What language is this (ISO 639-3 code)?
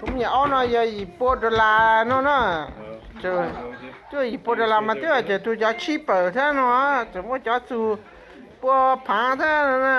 hmn